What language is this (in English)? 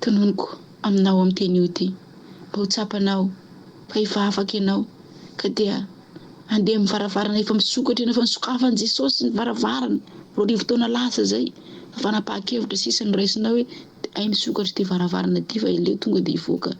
Malagasy